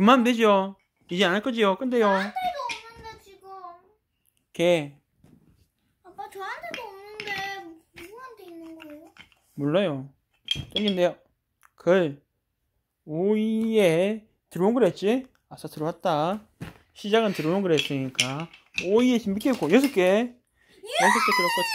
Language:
Korean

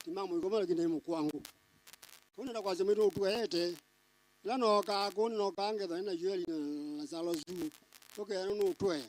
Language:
Kamba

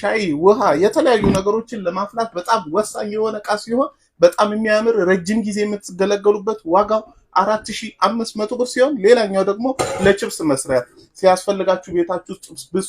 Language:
Amharic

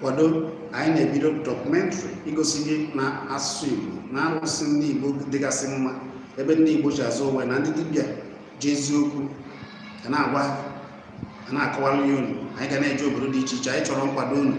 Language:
Igbo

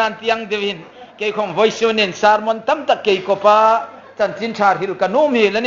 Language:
Hmar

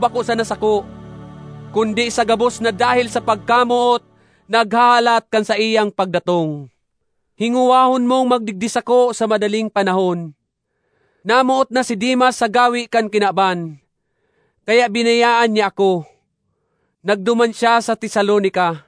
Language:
Bikol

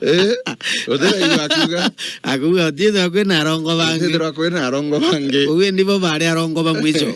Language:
Meru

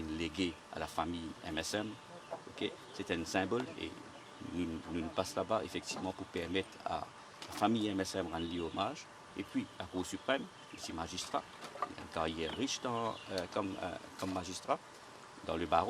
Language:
Morisyen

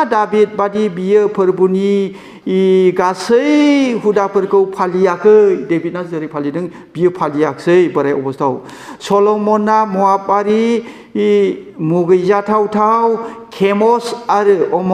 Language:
Bodo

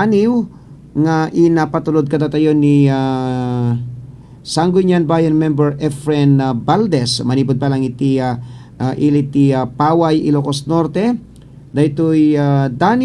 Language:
Iloko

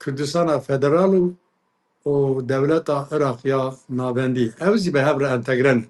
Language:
Kurdish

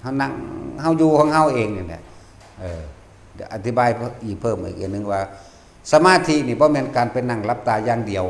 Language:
Northeastern Thai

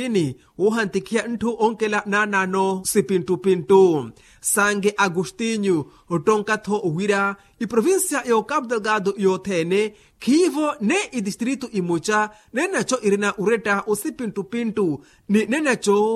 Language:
Makhuwa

